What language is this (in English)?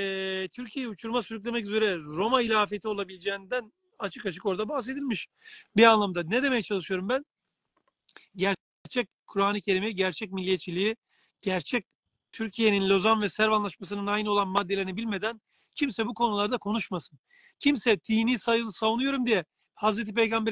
Turkish